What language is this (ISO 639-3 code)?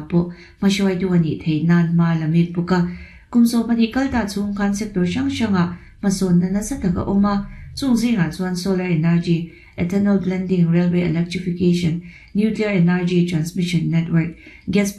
lus